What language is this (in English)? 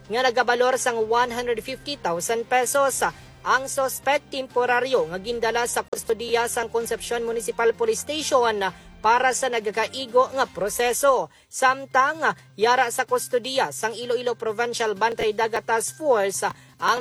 Hiligaynon